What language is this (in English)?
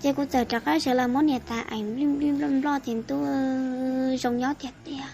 Hmong